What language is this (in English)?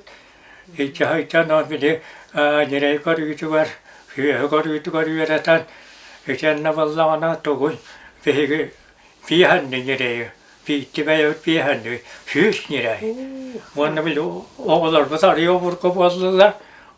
Yakut